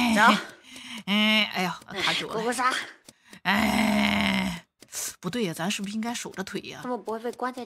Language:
Chinese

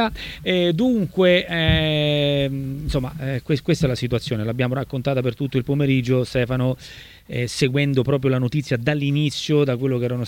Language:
Italian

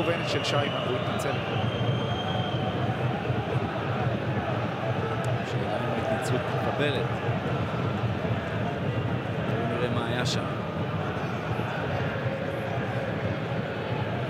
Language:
Hebrew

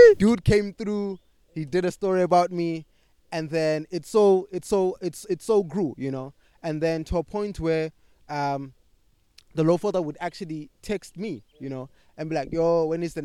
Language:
English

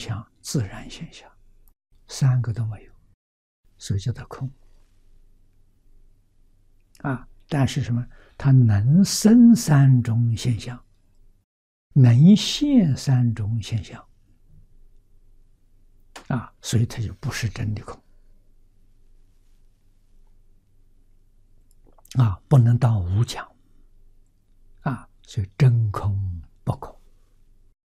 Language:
Chinese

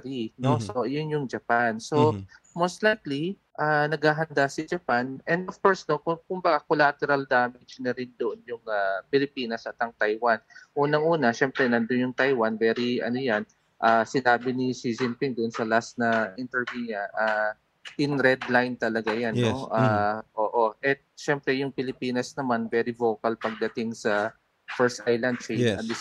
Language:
Filipino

